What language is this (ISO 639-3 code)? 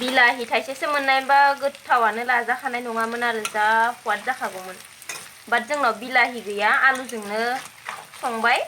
brx